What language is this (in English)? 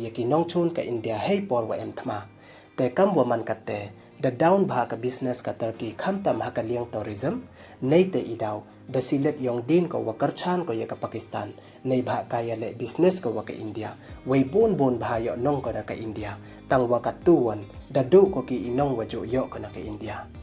Pnar